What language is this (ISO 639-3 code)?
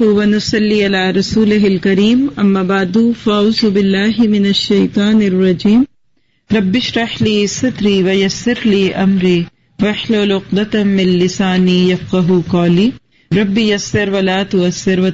urd